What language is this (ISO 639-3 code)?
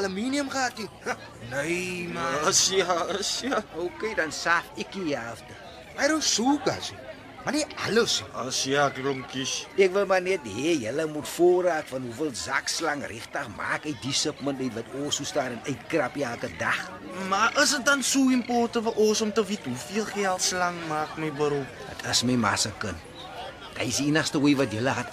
afr